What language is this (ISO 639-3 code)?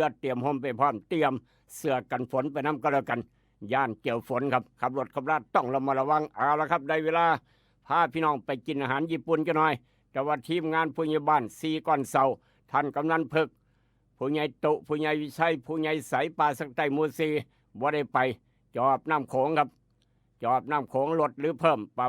tts